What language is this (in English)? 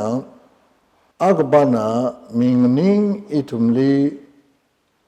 Tangkhul Naga (India)